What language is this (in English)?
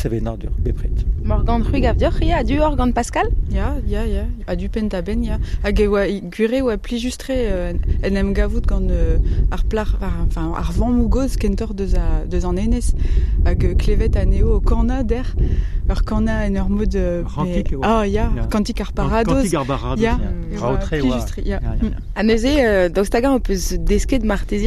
Breton